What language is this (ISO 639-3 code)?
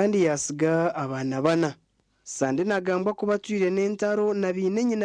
nyn